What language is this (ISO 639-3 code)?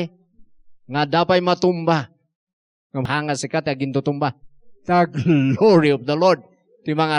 ilo